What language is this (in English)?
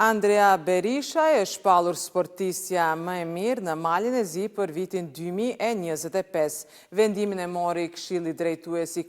Albanian